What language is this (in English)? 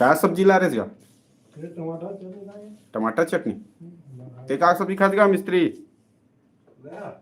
Chhattisgarhi